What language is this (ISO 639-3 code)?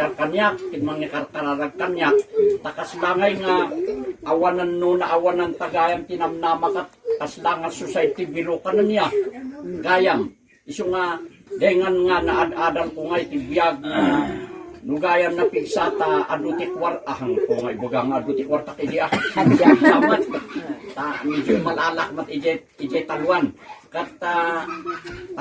ilo